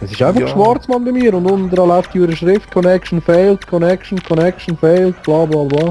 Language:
Swiss German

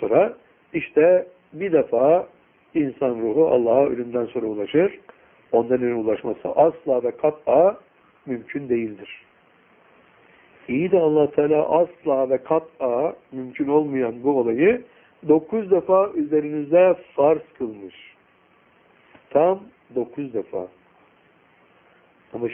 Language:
Turkish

